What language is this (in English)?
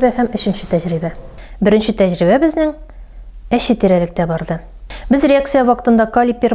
Tatar